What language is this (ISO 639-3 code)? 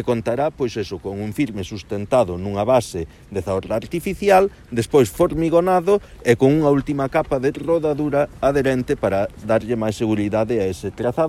glg